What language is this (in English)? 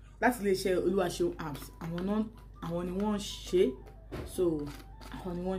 Yoruba